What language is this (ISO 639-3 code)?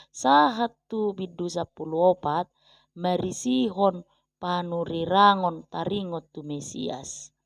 bbc